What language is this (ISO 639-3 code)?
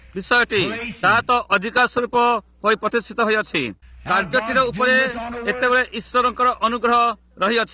ori